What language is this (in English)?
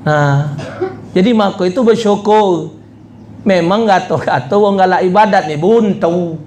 Musi